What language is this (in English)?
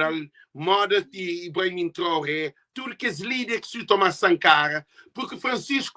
Kabuverdianu